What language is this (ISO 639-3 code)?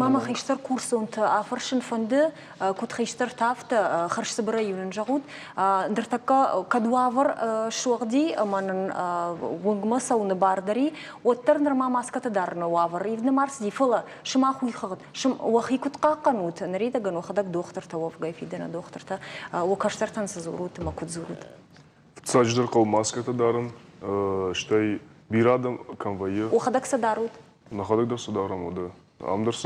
oss